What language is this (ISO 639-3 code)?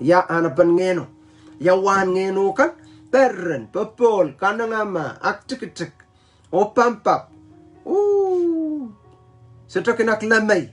pon